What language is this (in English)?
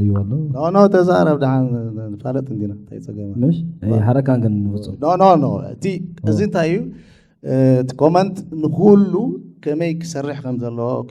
Tigrinya